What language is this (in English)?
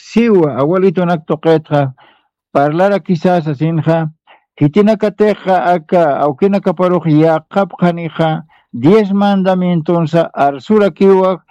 Aymara